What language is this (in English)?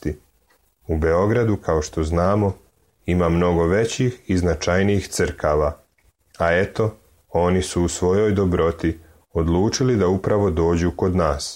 Serbian